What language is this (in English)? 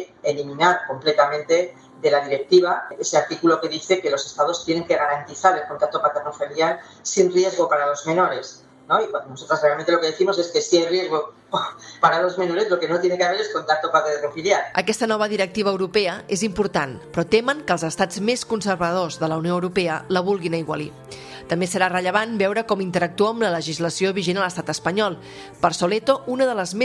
Catalan